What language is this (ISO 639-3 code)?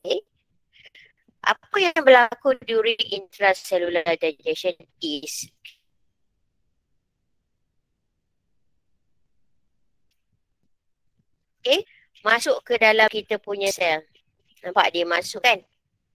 msa